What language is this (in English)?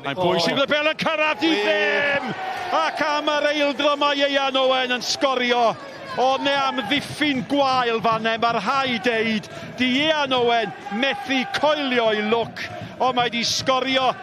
Welsh